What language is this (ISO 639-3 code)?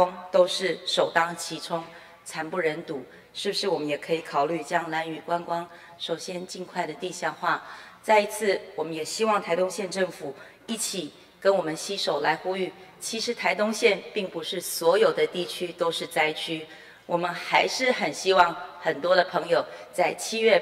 zho